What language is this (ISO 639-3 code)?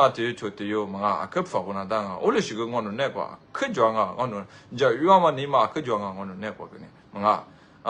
lis